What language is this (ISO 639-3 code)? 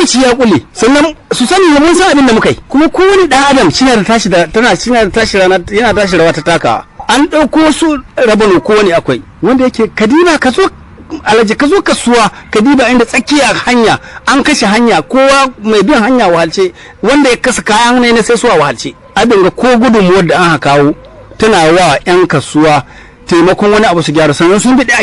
hau